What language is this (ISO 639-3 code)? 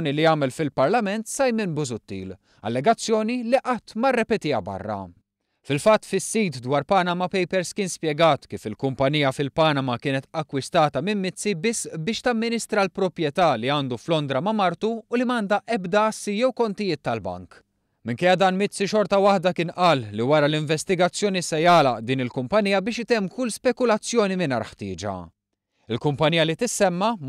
mlt